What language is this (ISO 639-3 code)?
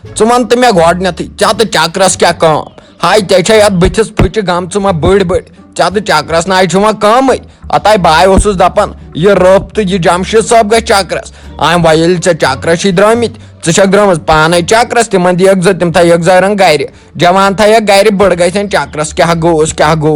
kas